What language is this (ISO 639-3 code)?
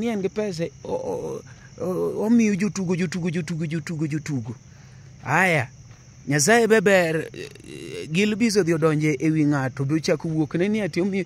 luo